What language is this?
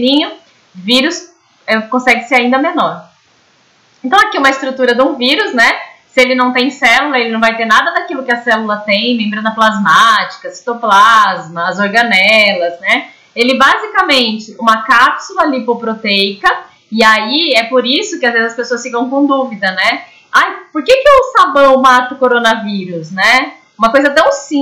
Portuguese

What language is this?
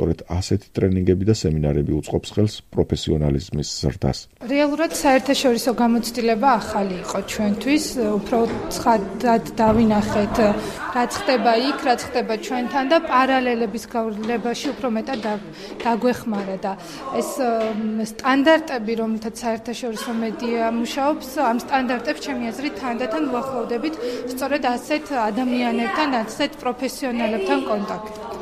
Georgian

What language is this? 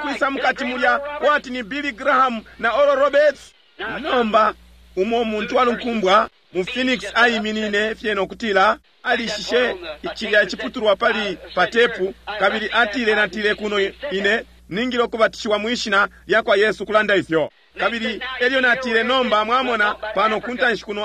Bemba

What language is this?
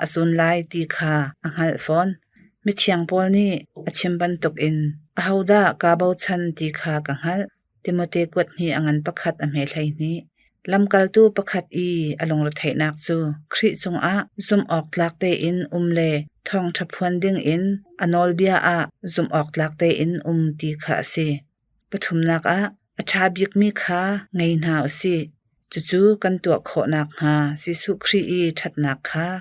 Hakha Chin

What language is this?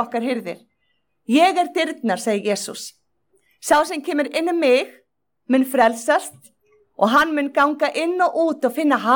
Icelandic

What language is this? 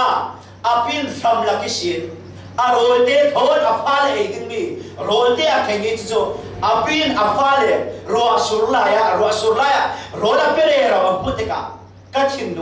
Falam Chin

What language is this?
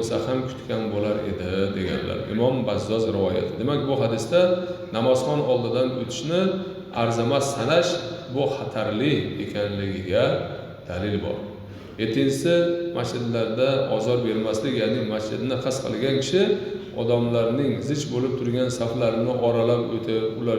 Uzbek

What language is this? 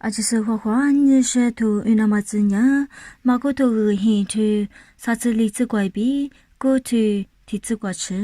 Lisu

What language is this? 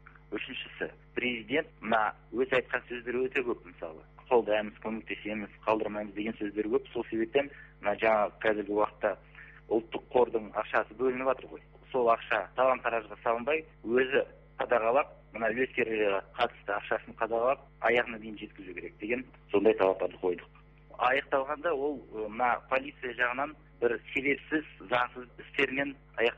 Kazakh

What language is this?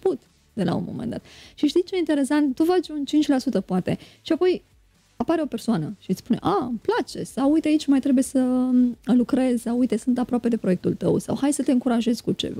Romanian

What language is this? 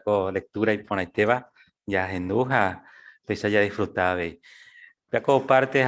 Guarani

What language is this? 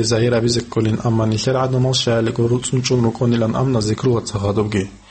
Avaric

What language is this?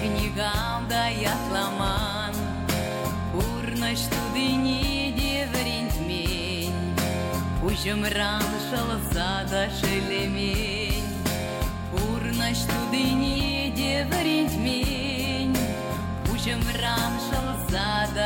Chuvash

